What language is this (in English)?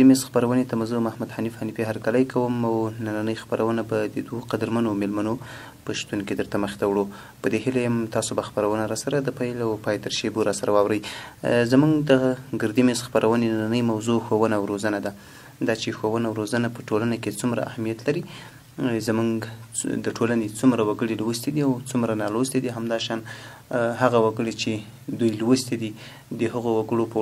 Pashto